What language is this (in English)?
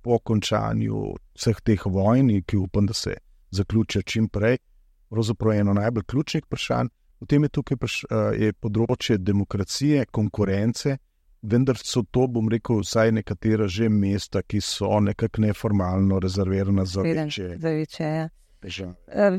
Slovenian